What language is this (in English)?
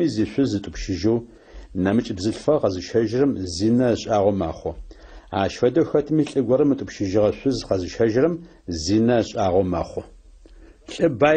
Adyghe